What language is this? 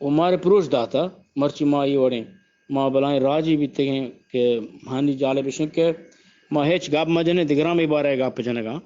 Eastern Balochi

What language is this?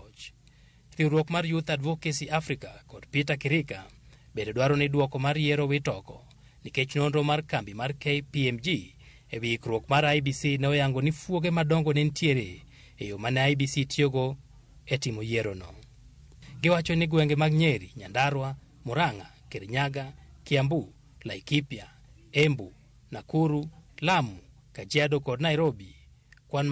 Luo (Kenya and Tanzania)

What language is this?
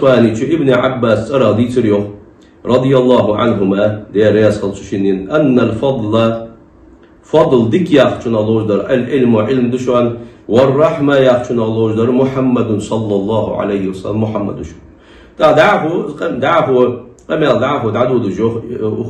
Ingush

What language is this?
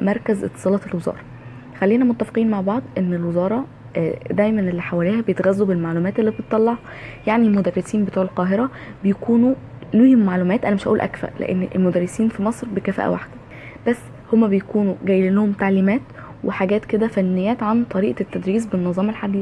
Egyptian Arabic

